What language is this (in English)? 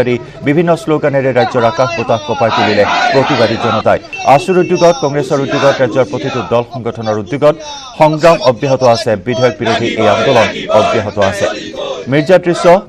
Assamese